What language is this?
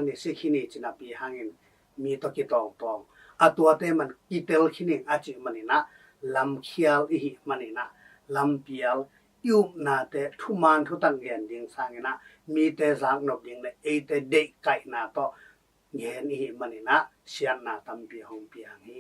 Tedim Chin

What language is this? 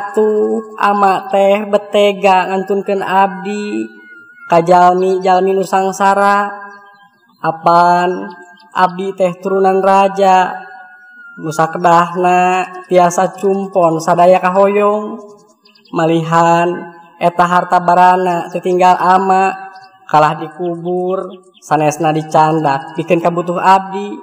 Sundanese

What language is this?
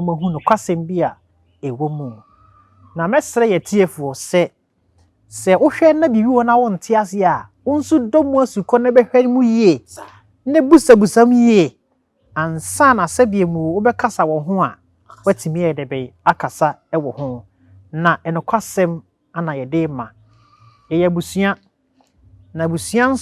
Akan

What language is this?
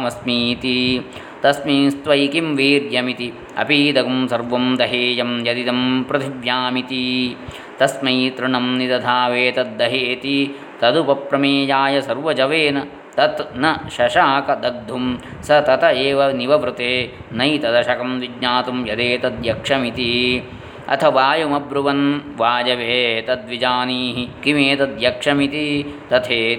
Sanskrit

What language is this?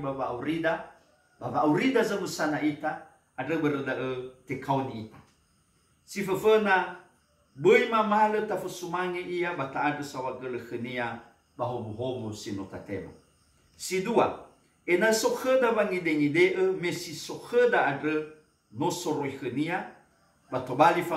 Nias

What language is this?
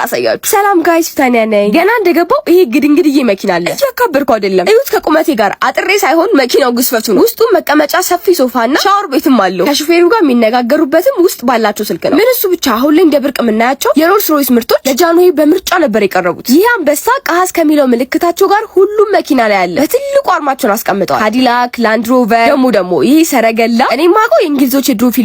Amharic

